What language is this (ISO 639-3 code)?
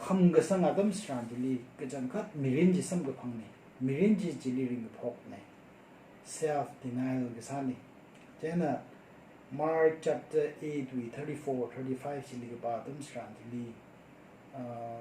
nmf